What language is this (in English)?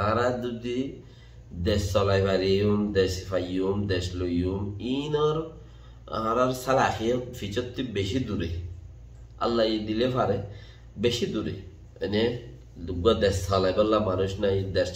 Rohingya